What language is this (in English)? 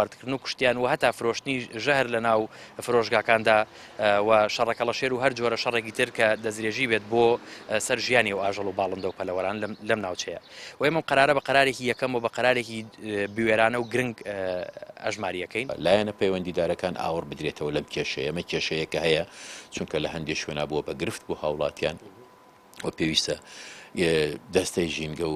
Central Kurdish